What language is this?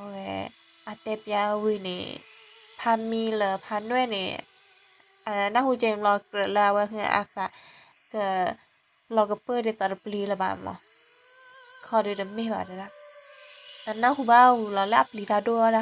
S'gaw Karen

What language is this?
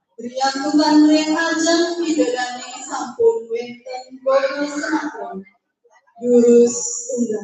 Balinese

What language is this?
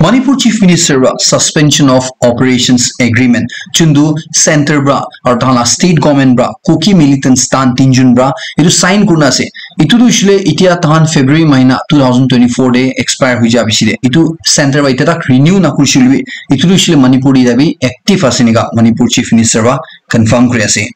Naga Pidgin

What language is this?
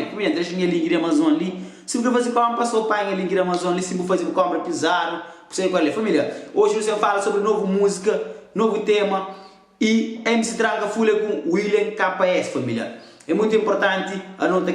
Kabuverdianu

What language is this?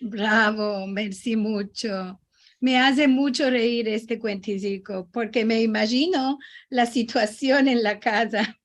Ladino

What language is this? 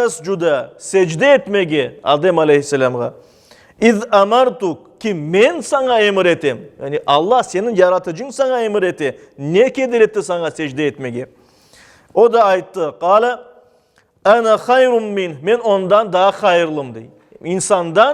Crimean Tatar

